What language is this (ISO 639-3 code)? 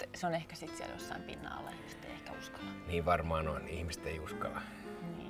fin